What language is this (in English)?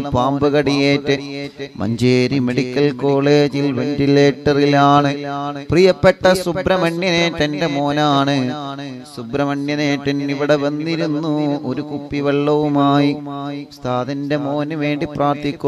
Malayalam